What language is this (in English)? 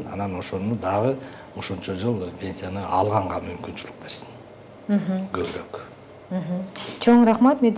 Kyrgyz